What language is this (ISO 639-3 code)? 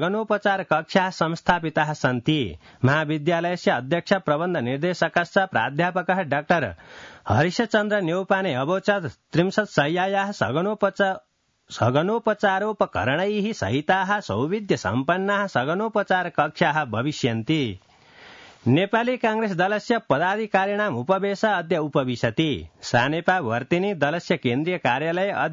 san